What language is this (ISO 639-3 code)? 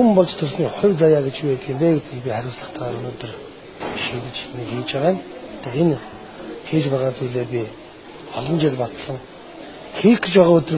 mon